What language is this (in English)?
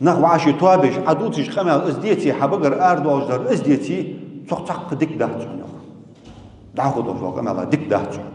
Ingush